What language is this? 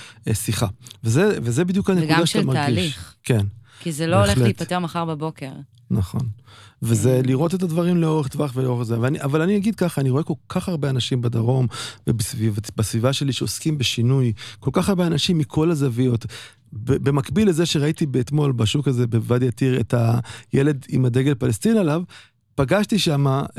Hebrew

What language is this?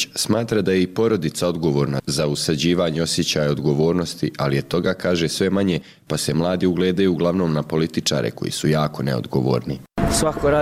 Bosnian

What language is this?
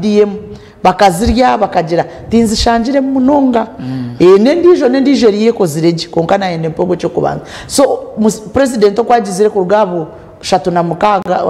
Nyankole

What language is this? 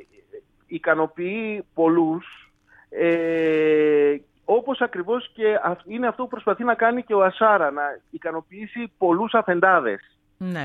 Greek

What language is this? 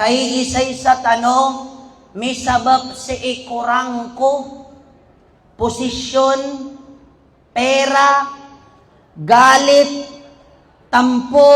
Maranao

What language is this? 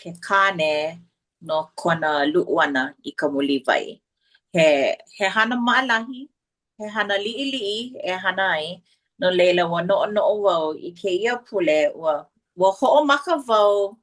Hawaiian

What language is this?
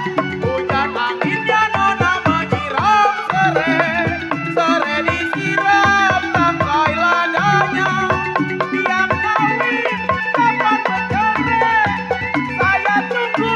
Betawi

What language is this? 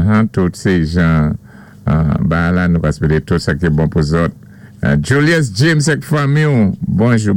Saint Lucian Creole French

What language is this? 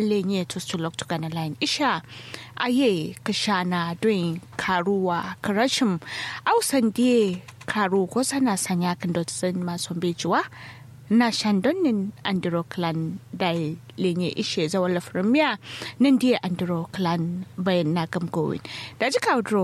Kanuri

